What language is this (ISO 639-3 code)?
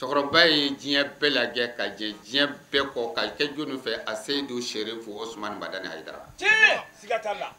bam